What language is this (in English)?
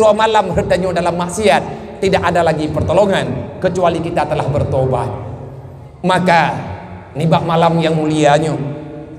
Achinese